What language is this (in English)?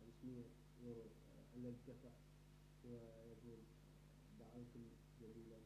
Moroccan Arabic